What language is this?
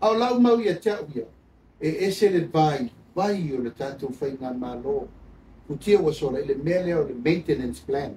Samoan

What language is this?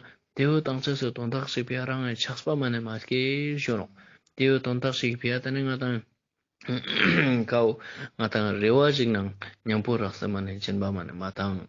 Ladakhi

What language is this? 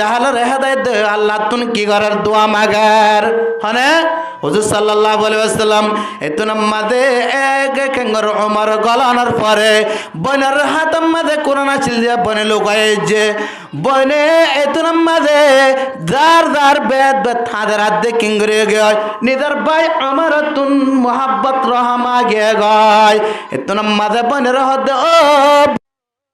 Rohingya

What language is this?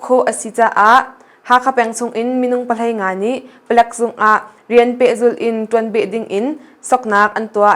Hakha Chin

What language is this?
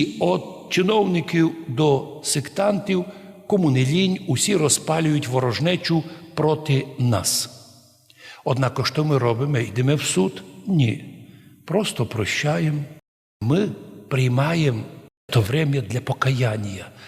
Rusyn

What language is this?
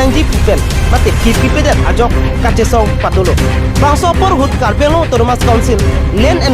Karbi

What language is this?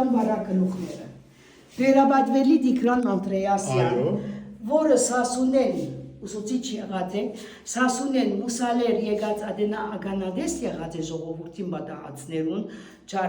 Western Armenian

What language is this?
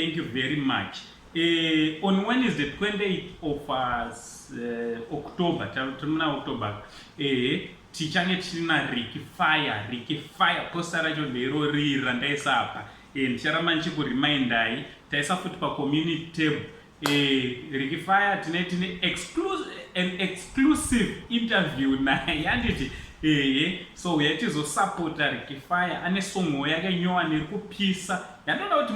Shona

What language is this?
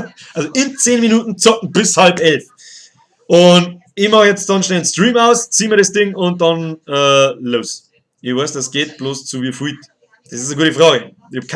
Bavarian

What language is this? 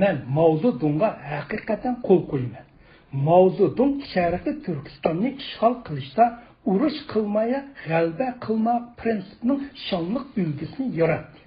Uyghur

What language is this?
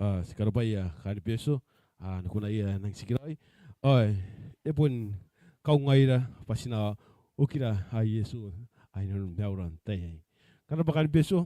Gilbertese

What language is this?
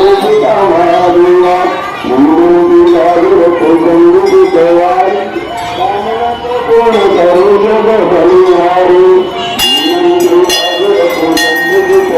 Chhattisgarhi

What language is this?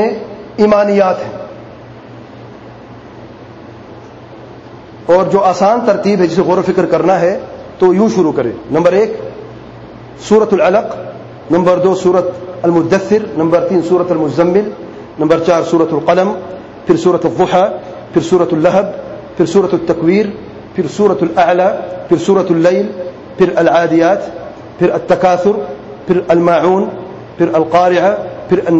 Urdu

